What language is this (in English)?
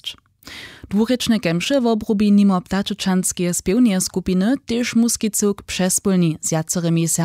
Upper Sorbian